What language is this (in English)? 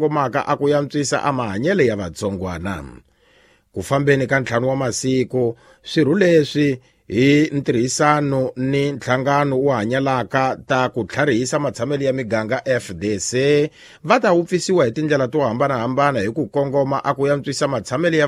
Tsonga